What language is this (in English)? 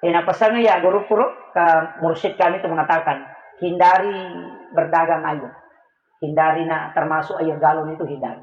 Buginese